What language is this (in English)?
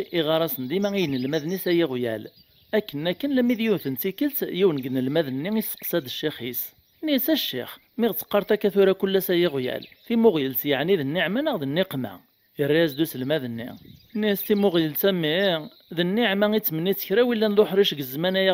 Kabyle